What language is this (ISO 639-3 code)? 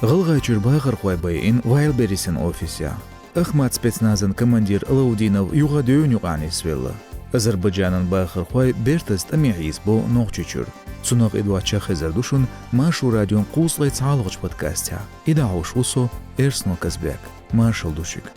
che